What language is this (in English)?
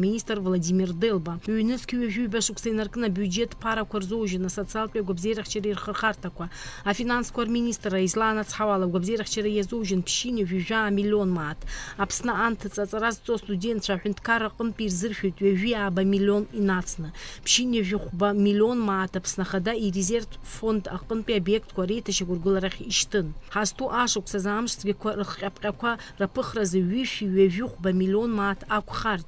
Abkhazian